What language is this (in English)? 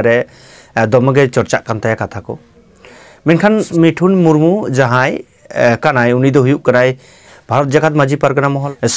Santali